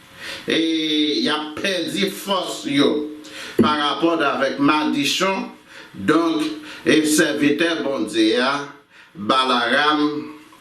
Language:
Haitian Creole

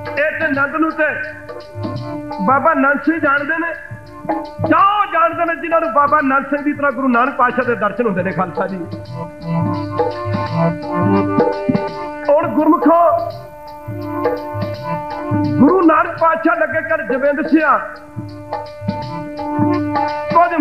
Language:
Punjabi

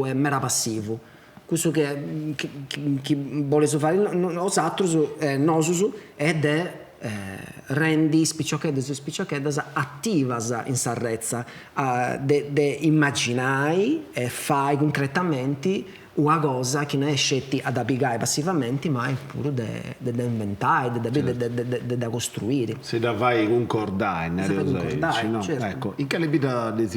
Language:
Sardinian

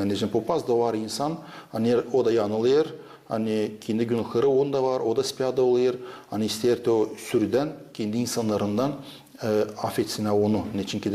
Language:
Gagauz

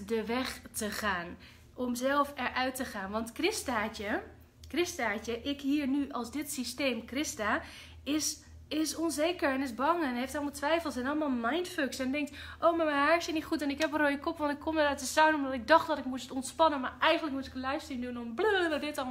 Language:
Dutch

